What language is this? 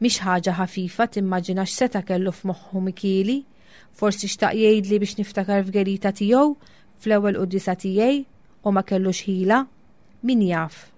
Maltese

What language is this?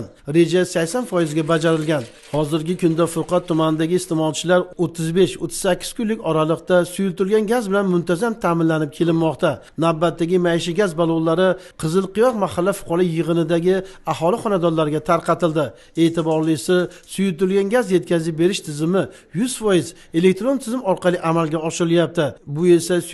Uzbek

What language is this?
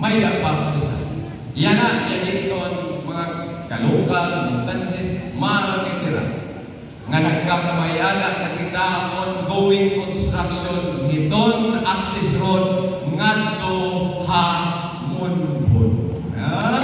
Waray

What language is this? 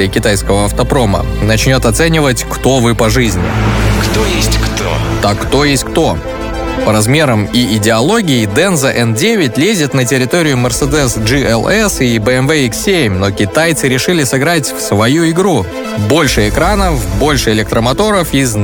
Russian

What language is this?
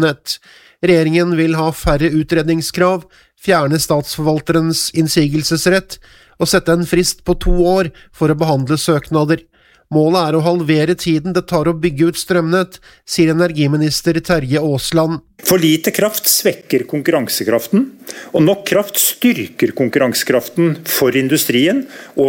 Norwegian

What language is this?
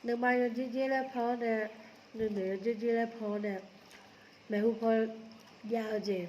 Akha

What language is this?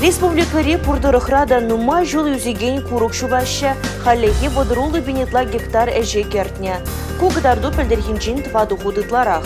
Chuvash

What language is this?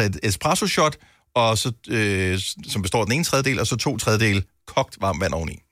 Danish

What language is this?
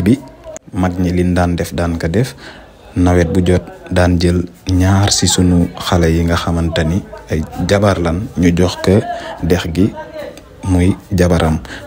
Wolof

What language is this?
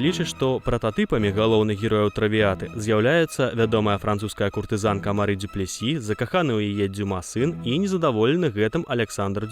Belarusian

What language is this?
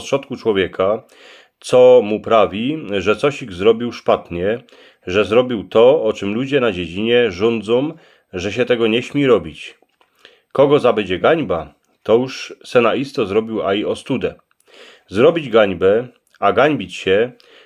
Silesian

